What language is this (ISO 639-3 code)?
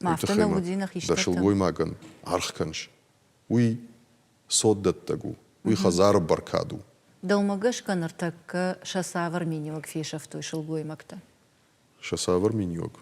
oss